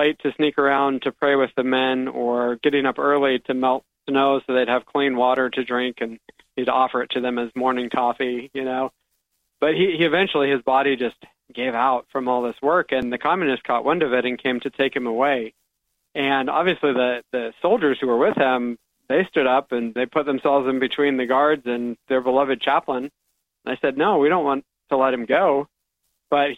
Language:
English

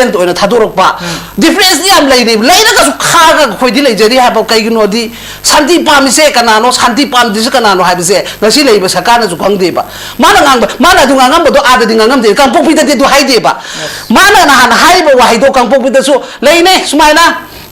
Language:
Manipuri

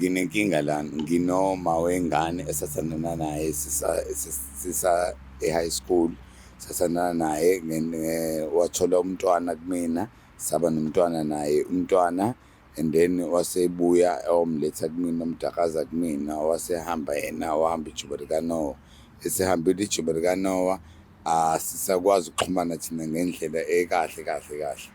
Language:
Zulu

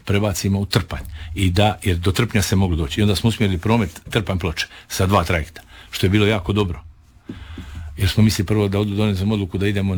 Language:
Croatian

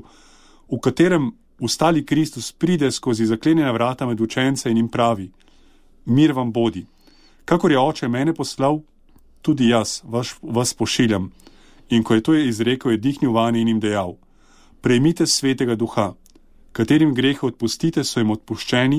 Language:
Slovenian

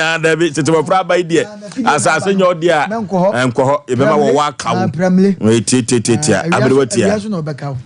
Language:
Akan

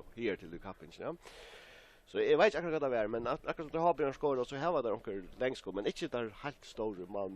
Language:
Faroese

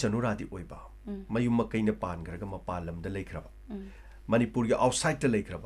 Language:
Manipuri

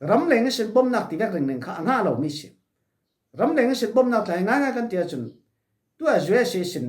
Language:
Falam Chin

